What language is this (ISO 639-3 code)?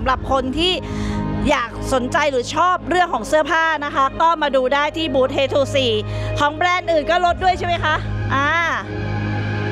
tha